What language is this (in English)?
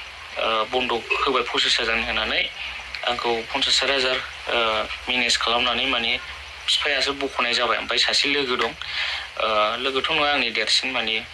Bodo